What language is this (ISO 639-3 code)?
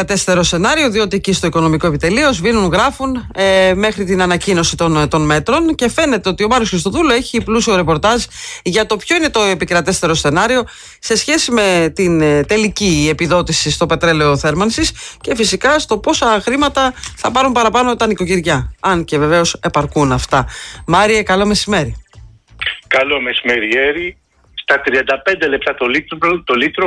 ell